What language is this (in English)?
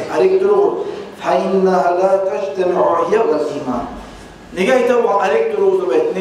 Kumyk